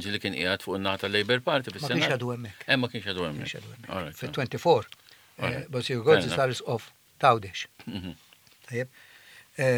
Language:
Maltese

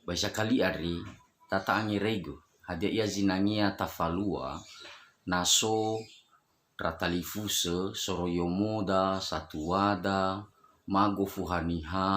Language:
Nias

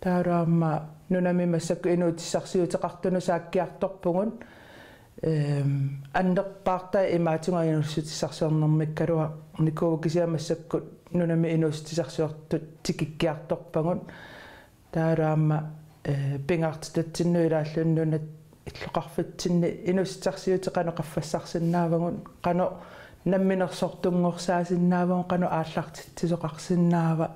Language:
Kalaallisut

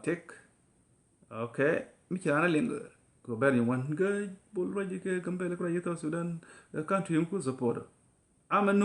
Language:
Nuer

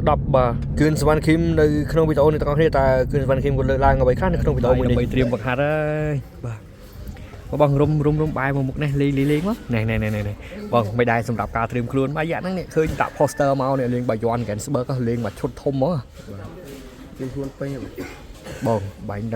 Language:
Khmer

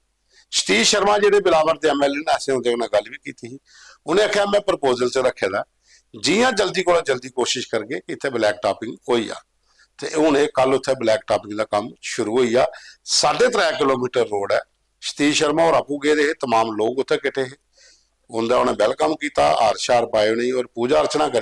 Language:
Dogri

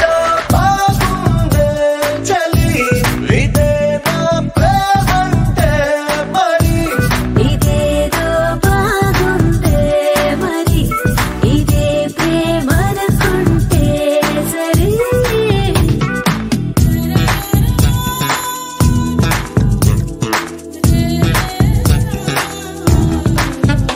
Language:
Telugu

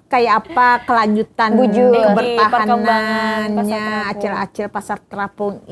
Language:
Banjar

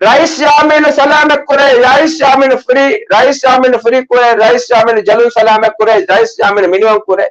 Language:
Divehi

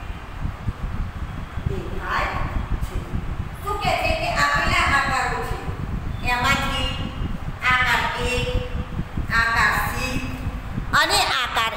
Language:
Gujarati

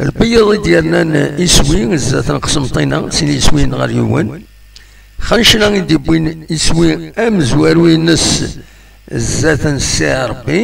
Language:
Kabyle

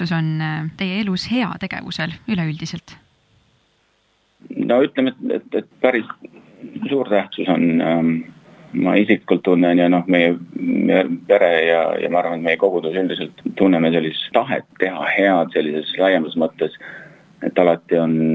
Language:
Estonian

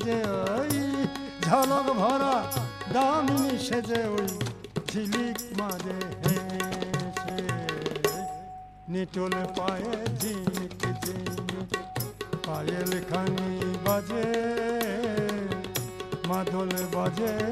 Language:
Bangla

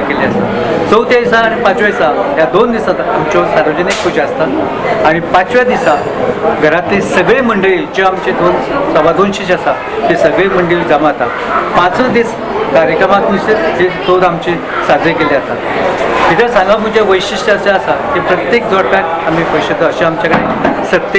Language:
Konkani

